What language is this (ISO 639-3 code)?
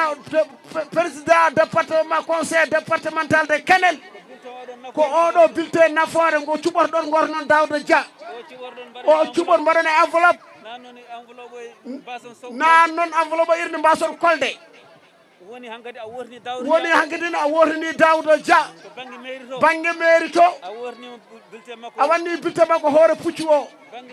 ful